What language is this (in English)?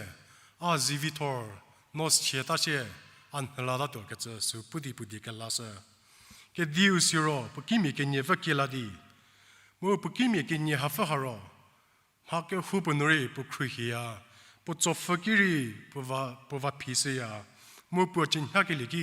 Angami Naga